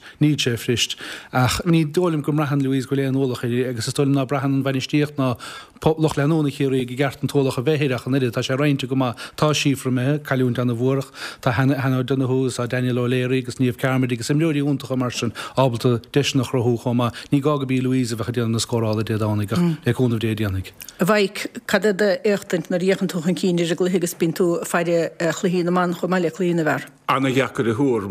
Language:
Irish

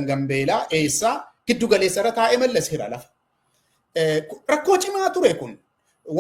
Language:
Oromo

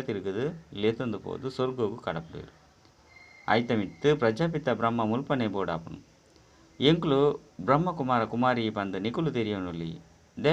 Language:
Tulu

